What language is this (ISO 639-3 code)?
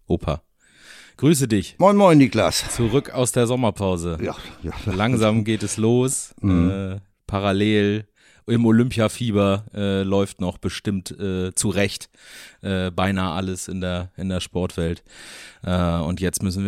deu